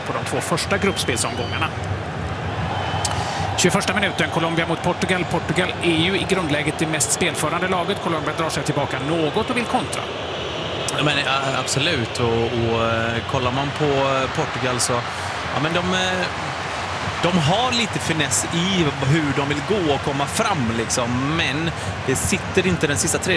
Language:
Swedish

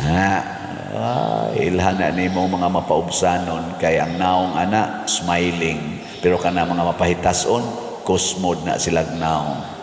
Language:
Cebuano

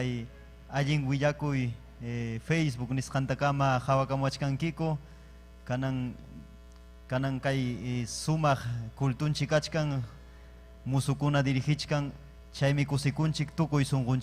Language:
Ayacucho Quechua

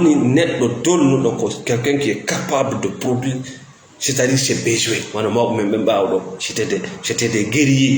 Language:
Fula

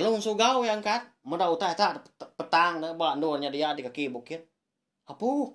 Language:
Iban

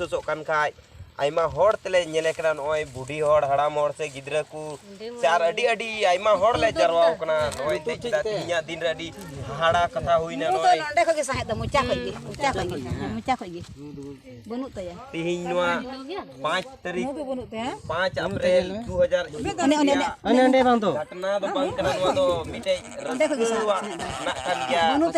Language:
Santali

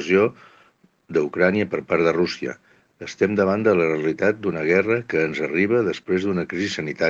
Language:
Catalan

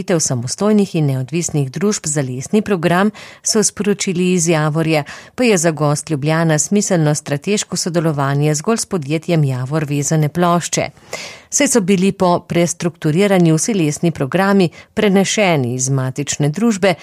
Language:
Slovenian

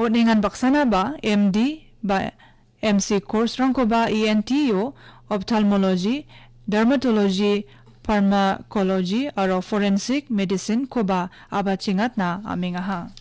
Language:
Garo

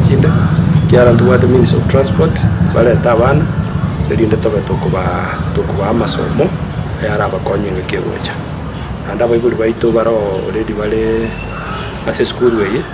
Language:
Gusii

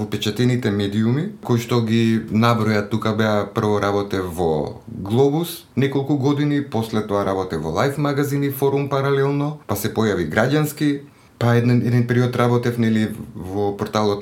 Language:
Macedonian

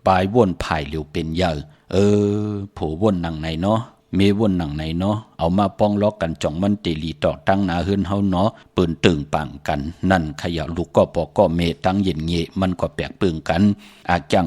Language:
Shan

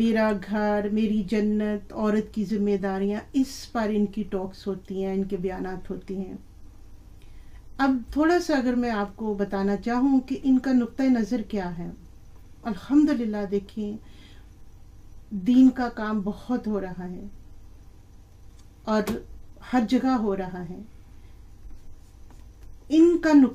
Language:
Urdu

